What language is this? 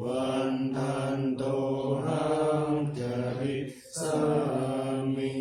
Pali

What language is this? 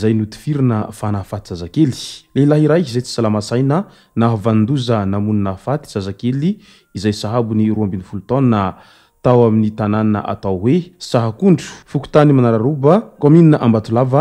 Malagasy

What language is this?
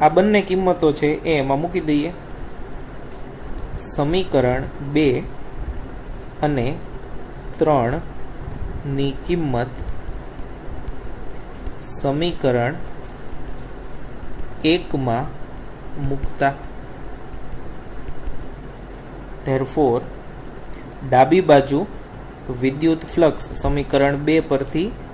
Gujarati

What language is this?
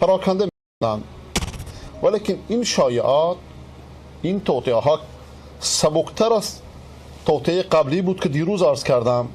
Persian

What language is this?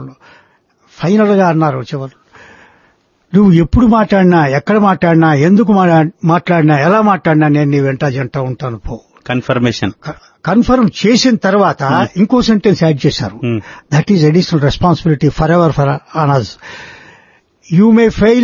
Telugu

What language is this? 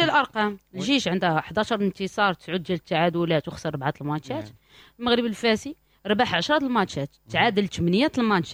Moroccan Arabic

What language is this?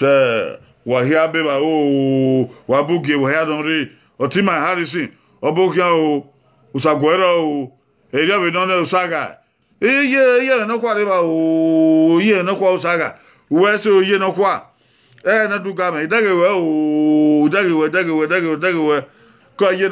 Bini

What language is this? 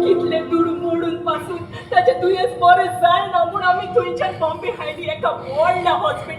Konkani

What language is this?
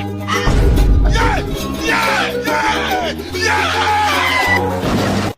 Nigerian Pidgin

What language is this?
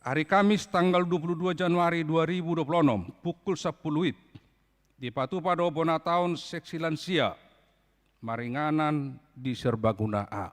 Batak Toba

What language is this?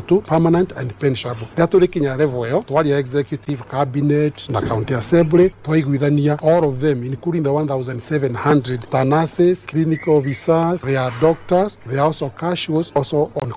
Kikuyu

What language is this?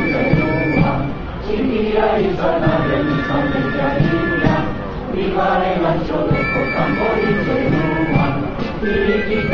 Basque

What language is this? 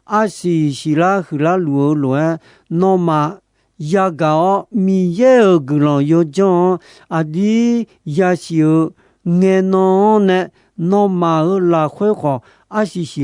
Akha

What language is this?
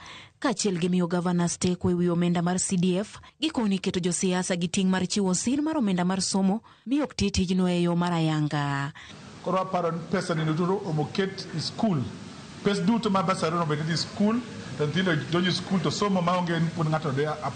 Luo (Kenya and Tanzania)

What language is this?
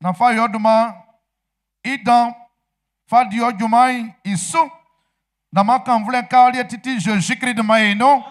Baoulé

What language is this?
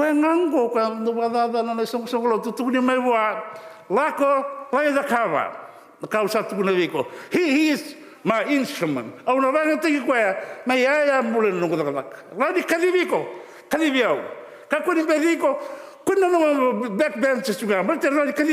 Fijian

